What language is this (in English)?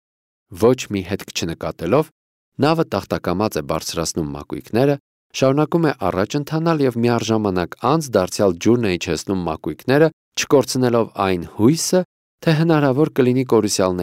Armenian